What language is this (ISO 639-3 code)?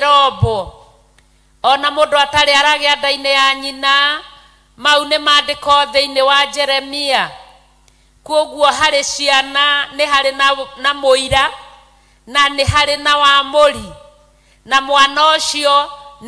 kik